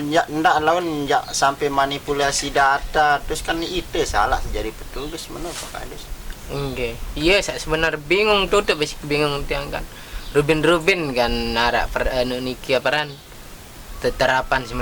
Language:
Sasak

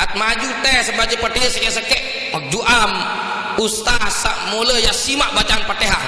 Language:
Sasak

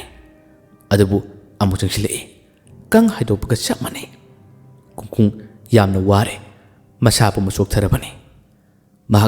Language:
Manipuri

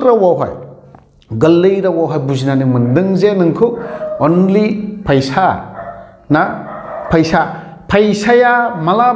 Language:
Bodo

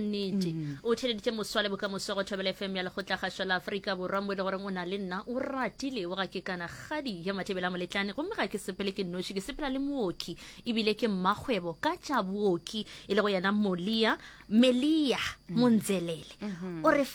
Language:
Northern Sotho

